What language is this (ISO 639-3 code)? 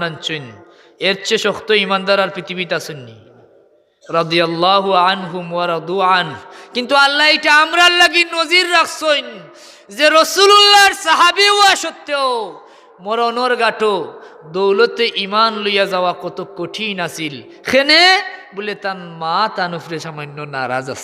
syl